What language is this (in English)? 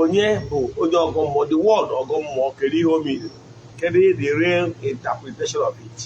Igbo